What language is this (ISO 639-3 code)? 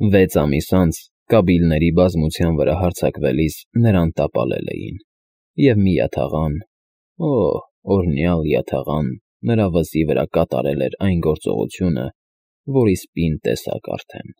hye